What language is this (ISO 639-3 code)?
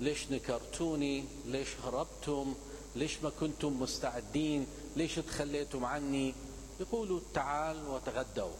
acm